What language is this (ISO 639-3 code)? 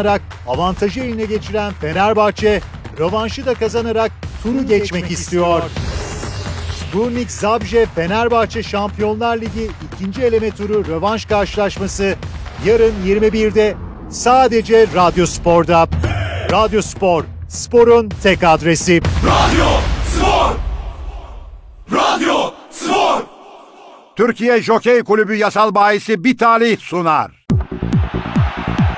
tur